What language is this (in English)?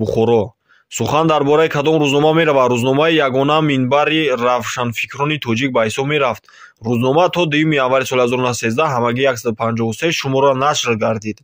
Tajik